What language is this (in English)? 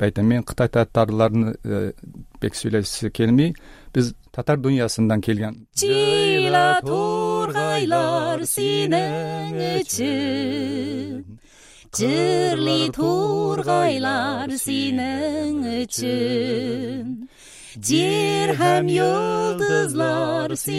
Tatar